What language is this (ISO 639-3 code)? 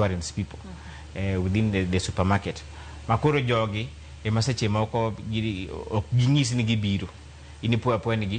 luo